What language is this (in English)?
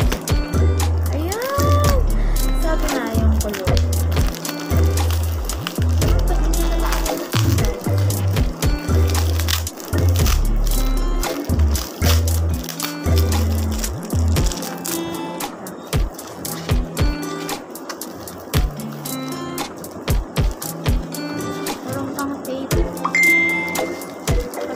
Filipino